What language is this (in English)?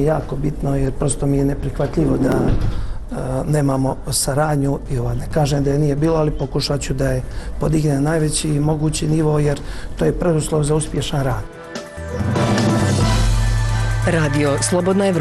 Bosnian